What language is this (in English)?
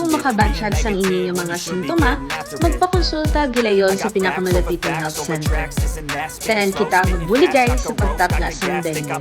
Hiligaynon